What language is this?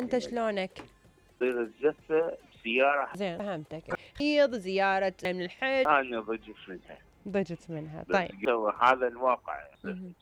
Mesopotamian Arabic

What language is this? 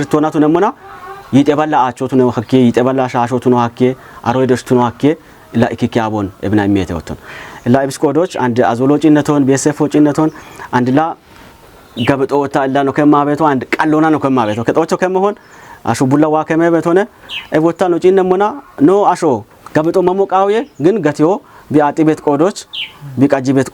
Kafa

